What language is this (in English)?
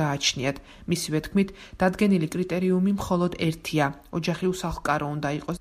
Georgian